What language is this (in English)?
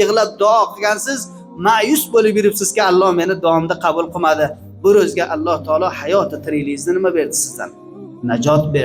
Uzbek